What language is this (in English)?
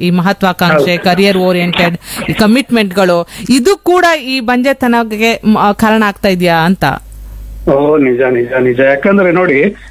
Kannada